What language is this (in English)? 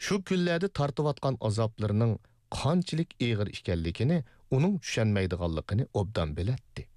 Uyghur